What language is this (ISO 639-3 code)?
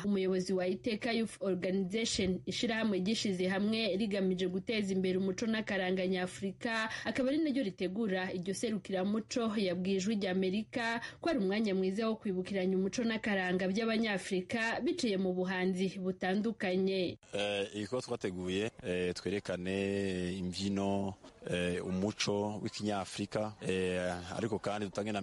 run